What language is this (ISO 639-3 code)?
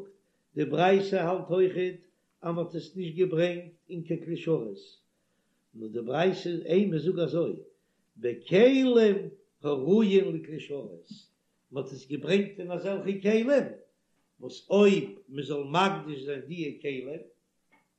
yid